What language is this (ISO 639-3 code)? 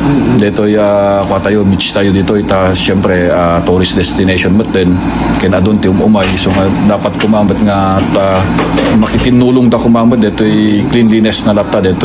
ilo